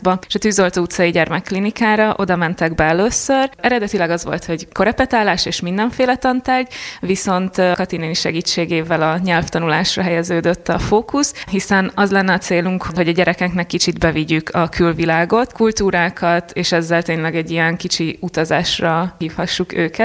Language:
Hungarian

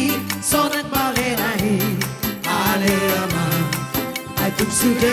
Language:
Batak Toba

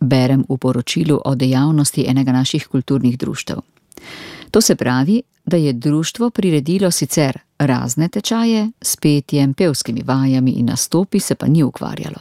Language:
Slovenian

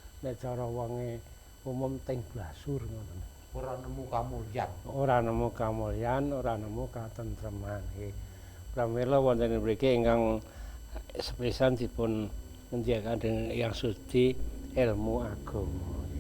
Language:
Javanese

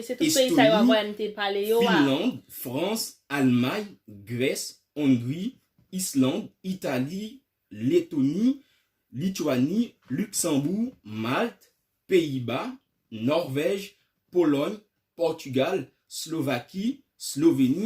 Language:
Haitian Creole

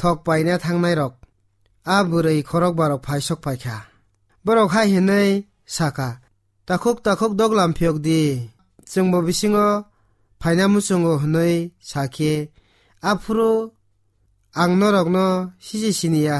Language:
Kok Borok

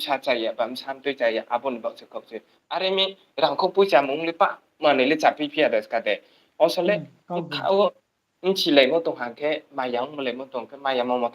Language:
Riang (India)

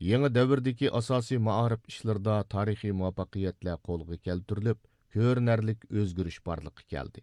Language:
Uyghur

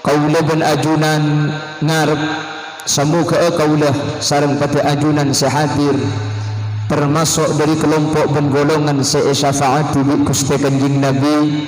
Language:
Madurese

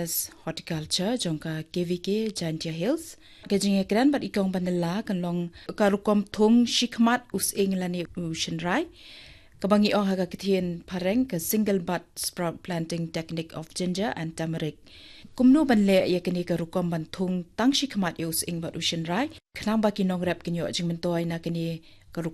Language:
Khasi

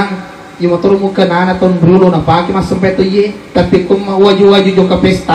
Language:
Buginese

